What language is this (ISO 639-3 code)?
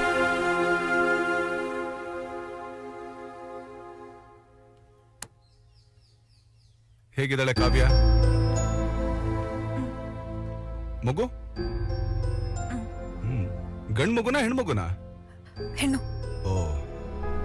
kan